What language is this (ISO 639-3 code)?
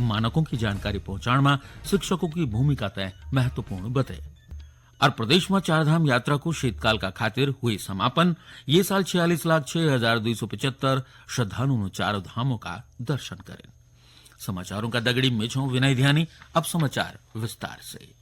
gbm